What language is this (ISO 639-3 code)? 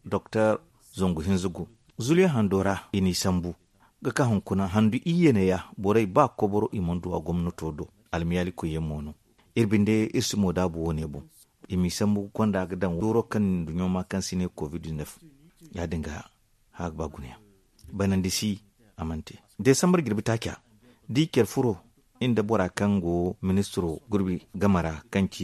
dje